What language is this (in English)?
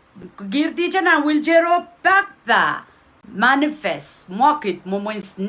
Pohnpeian